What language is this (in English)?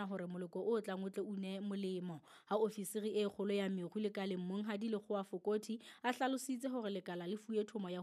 Southern Sotho